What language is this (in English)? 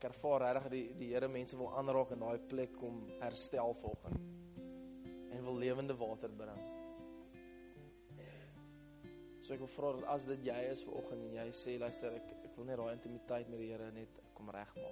Afrikaans